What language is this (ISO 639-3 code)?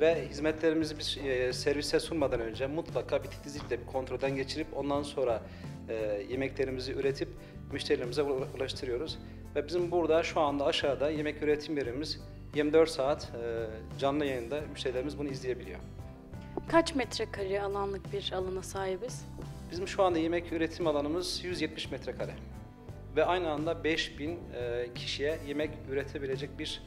tur